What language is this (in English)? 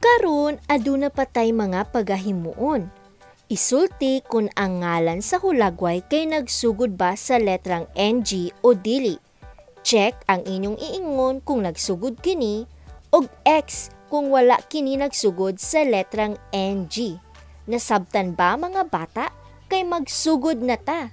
Cebuano